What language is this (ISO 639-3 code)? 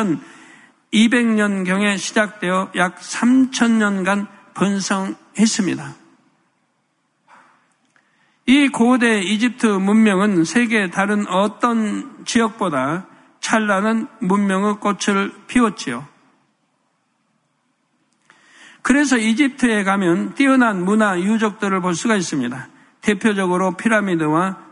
kor